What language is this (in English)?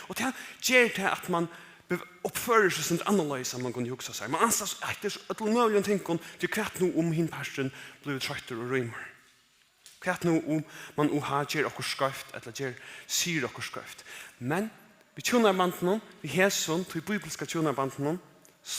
Faroese